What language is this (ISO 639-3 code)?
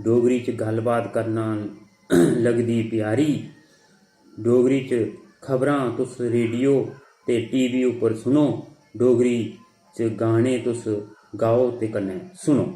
doi